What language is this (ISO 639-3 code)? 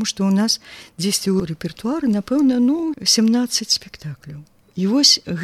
bel